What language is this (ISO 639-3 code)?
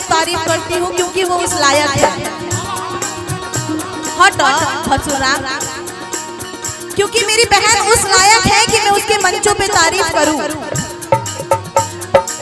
bho